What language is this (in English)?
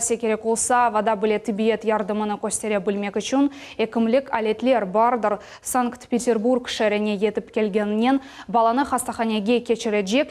Crimean Tatar